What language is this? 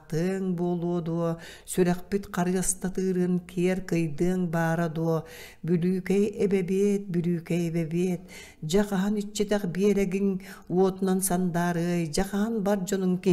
Yakut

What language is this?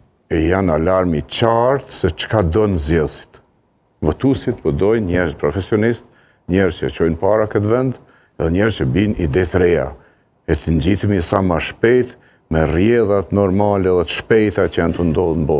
Albanian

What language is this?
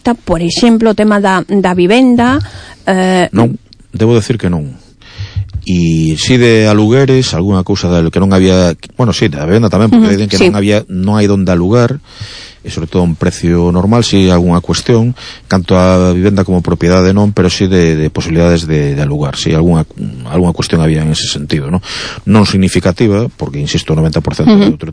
Galician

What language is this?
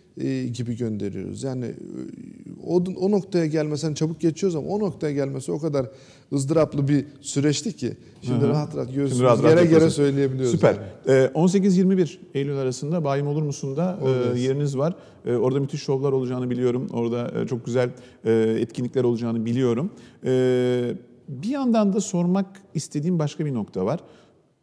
Turkish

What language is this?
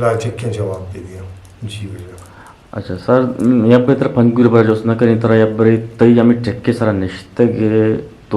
Eastern Balochi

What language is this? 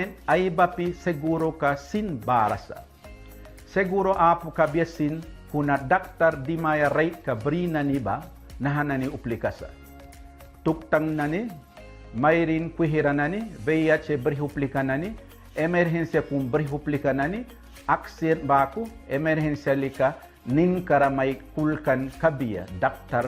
Mískito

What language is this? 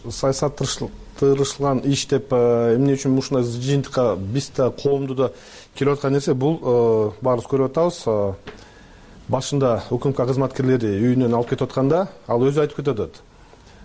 Kyrgyz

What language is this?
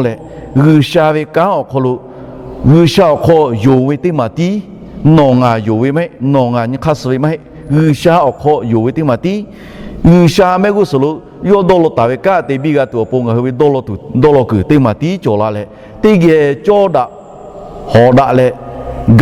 Lahu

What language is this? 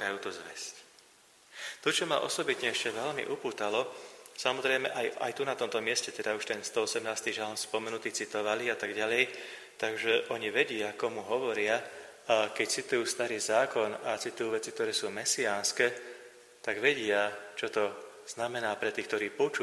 Slovak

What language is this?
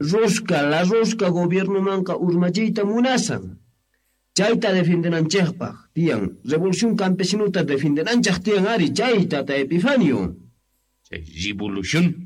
Quechua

